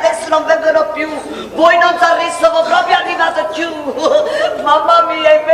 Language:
Neapolitan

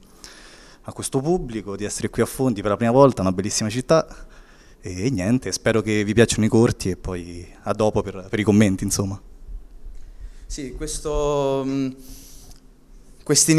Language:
Italian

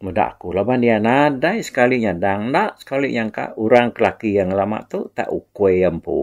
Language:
Iban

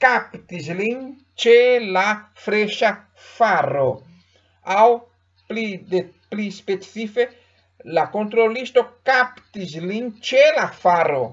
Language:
Esperanto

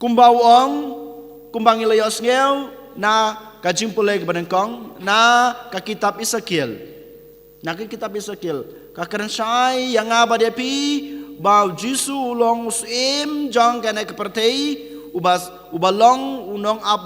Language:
Khasi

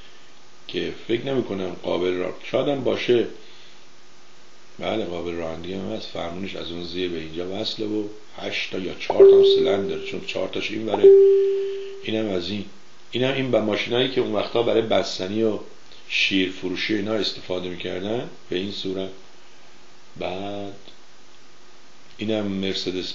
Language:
Persian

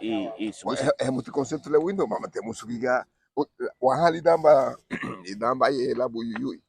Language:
Garifuna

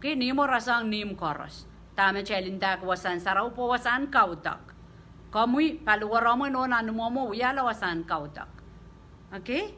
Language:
Pohnpeian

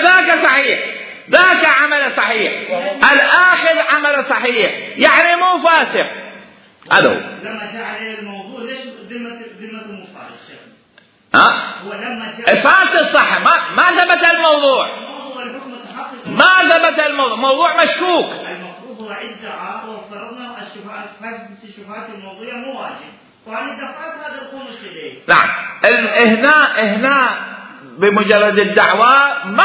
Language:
Mesopotamian Arabic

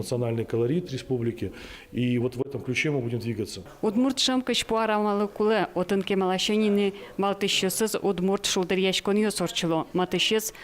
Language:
Udmurt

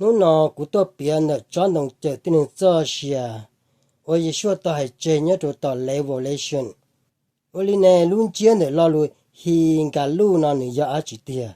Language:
Hmong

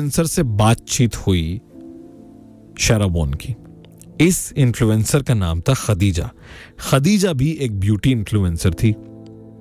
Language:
Hindi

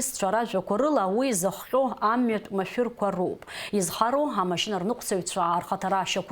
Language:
Abkhazian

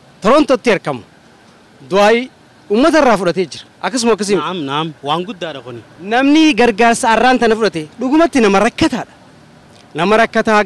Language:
Oromo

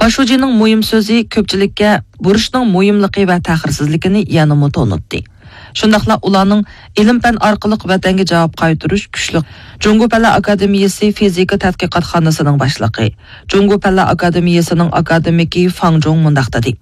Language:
Uyghur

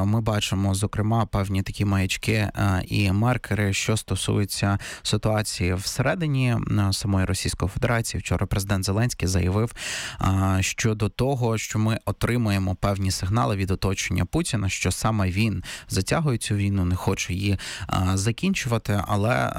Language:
Ukrainian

